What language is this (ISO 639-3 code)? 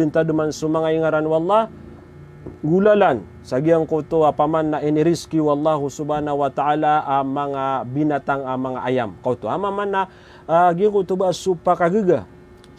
mrw